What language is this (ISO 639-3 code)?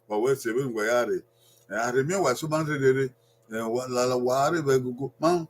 bin